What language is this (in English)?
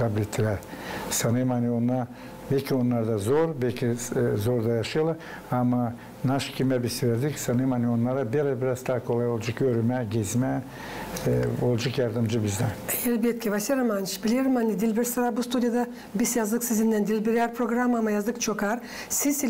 Gagauz